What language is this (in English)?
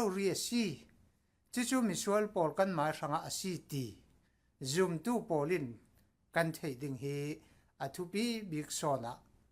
Falam Chin